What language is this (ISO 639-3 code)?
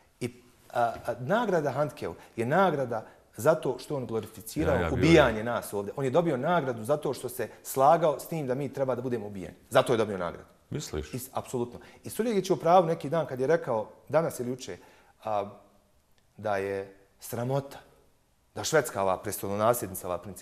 bos